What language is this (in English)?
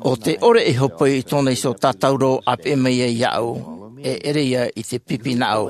Tahitian